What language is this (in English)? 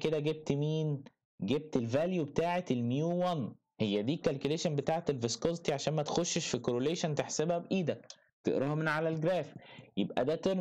Egyptian Arabic